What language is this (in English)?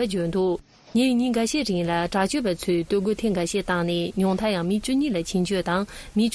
Tibetan